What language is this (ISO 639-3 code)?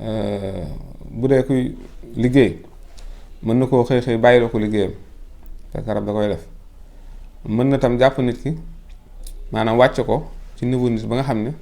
wol